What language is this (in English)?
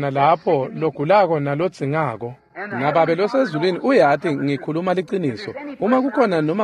Swati